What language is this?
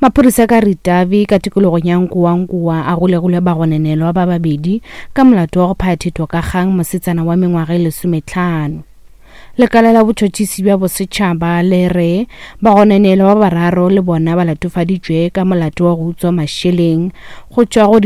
Northern Sotho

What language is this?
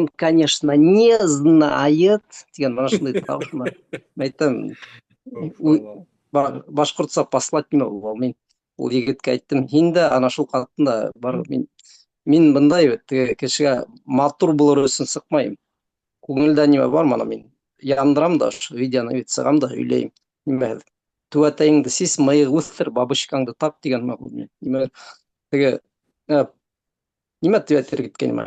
Bashkir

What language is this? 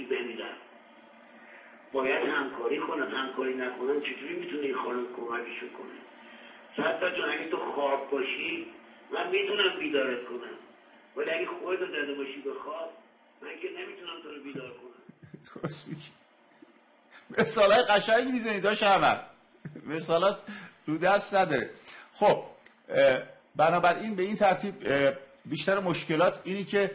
Persian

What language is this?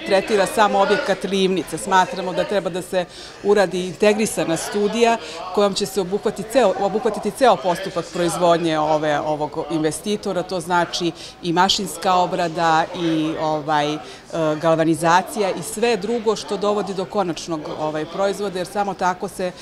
Serbian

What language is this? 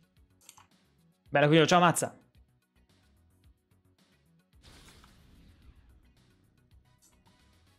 Italian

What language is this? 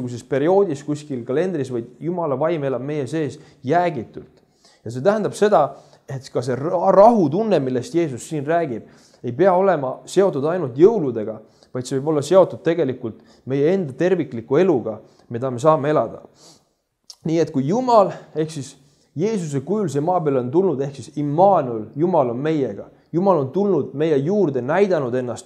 Estonian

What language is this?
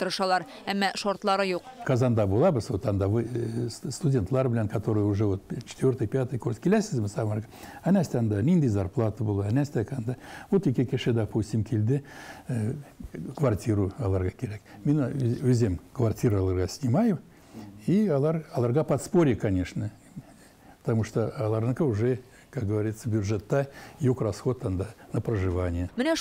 Tatar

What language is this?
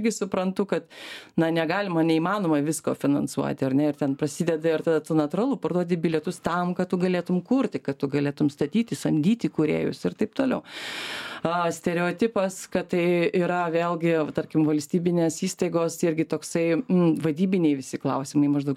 Lithuanian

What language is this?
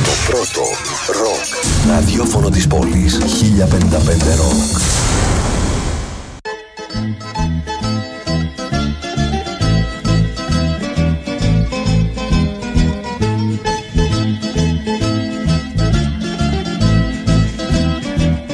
Greek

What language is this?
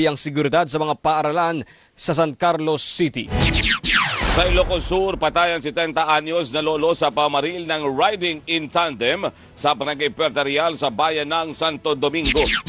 Filipino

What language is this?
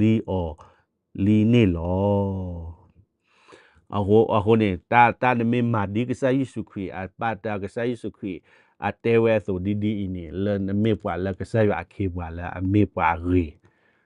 S'gaw Karen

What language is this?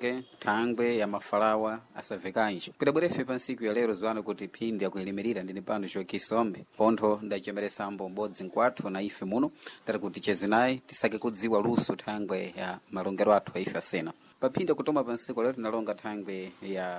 Sena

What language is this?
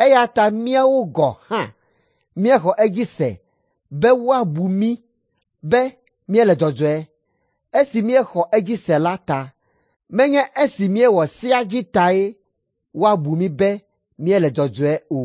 Ewe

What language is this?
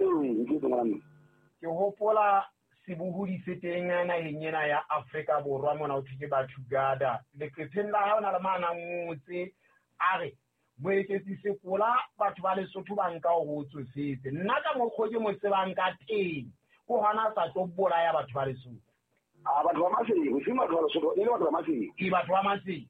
Southern Sotho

